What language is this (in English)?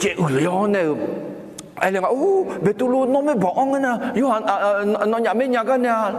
Akha